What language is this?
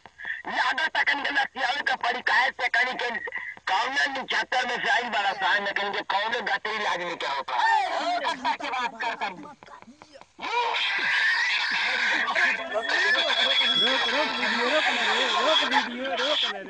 Bhojpuri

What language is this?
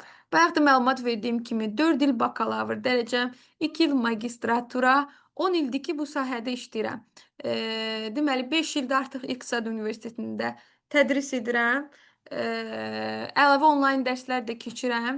Azerbaijani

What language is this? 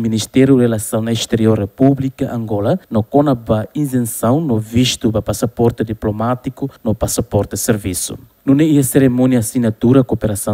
Tetum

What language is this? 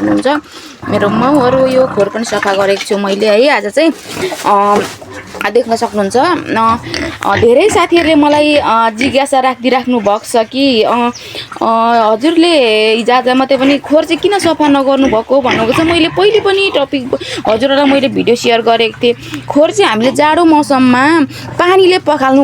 Nepali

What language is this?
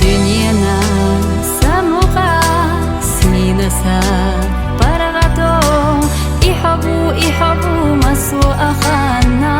Chechen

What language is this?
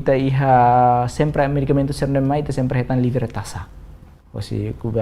Tetum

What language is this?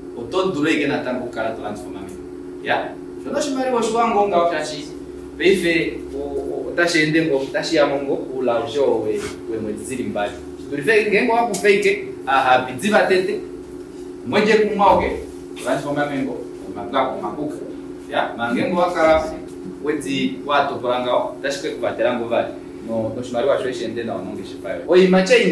Kuanyama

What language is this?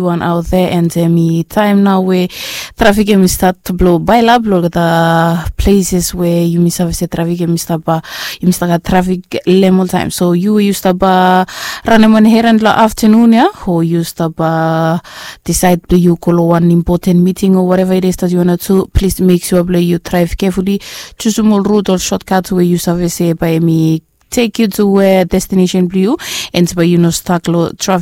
Bislama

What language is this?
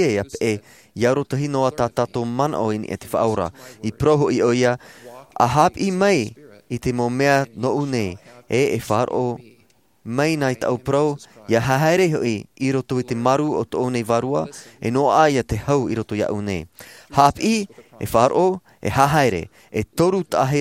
Tahitian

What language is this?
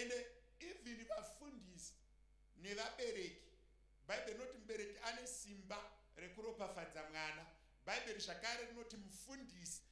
Shona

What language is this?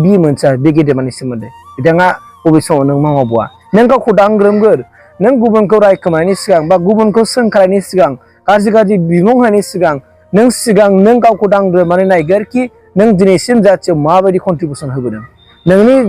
Bodo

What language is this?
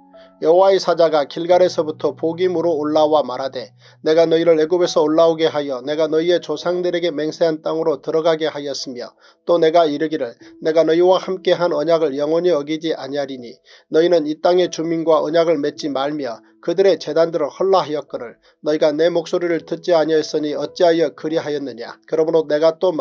Korean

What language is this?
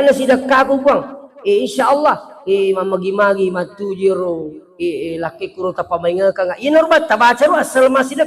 Buginese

